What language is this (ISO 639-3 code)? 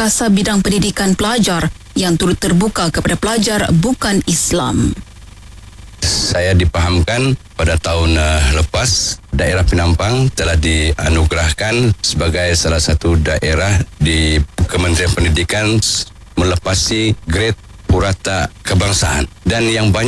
msa